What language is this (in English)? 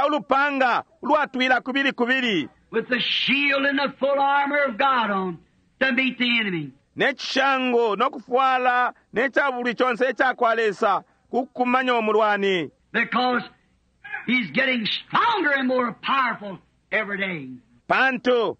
Bemba